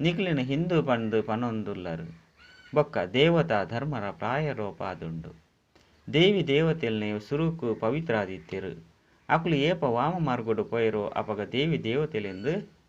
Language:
Tulu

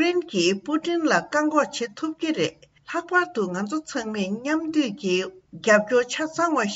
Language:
Tibetan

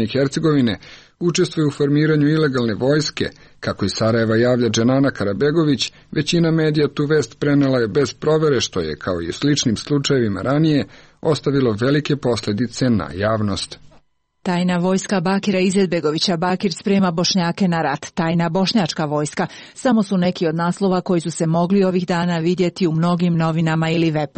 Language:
Serbian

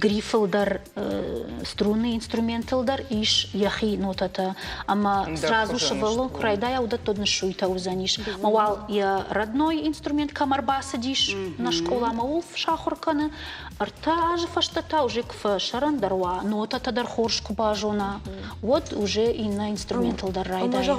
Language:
Ossetic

